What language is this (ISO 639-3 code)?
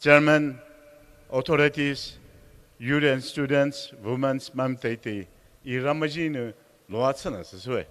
pmx